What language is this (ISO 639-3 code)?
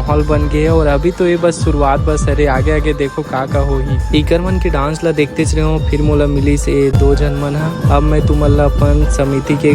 hne